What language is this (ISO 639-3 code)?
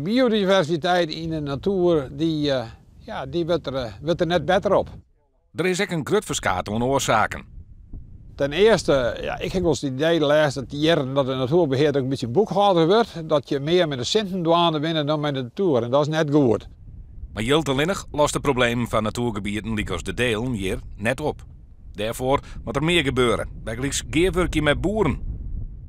fry